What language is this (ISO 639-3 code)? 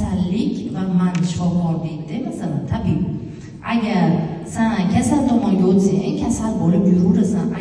uzb